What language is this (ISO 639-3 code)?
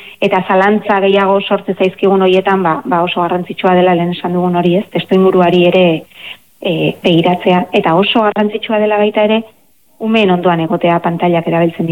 eus